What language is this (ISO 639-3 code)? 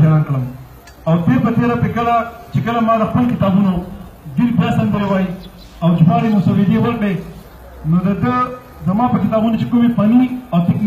pus